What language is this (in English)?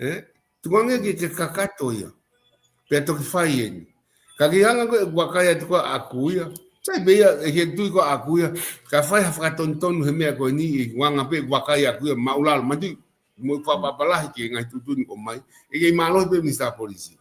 Tongan